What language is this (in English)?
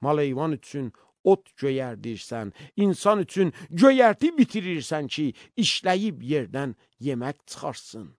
Azerbaijani